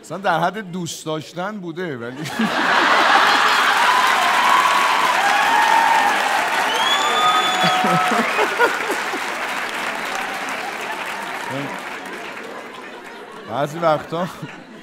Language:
Persian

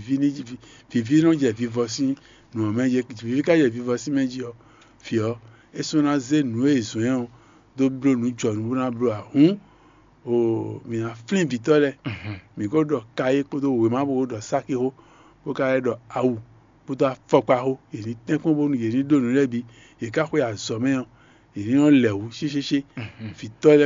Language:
Fon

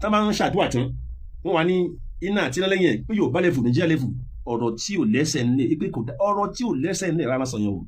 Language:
Yoruba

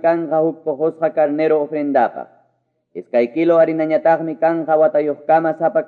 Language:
Quechua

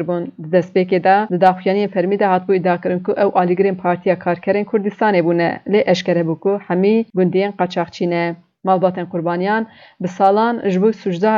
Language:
Kurdish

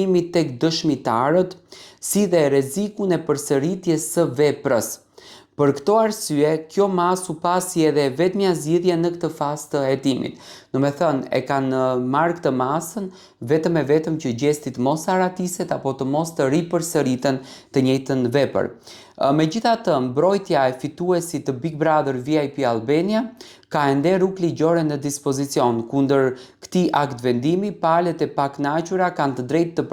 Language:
Albanian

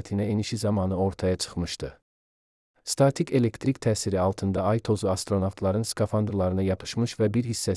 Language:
Azerbaijani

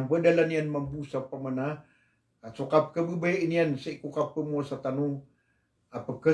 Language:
Maranao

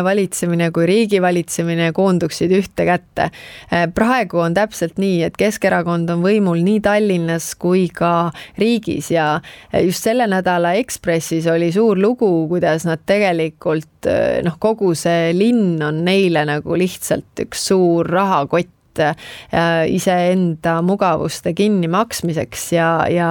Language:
Estonian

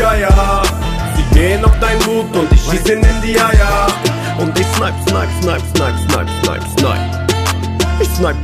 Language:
German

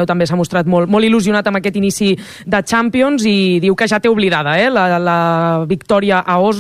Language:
Catalan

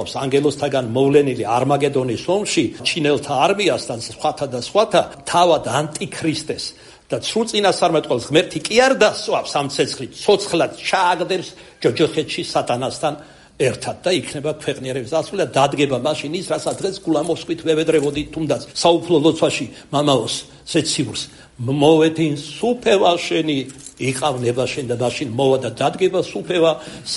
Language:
Georgian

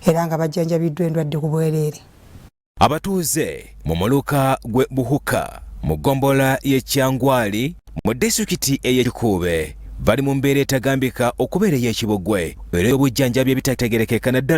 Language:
Ganda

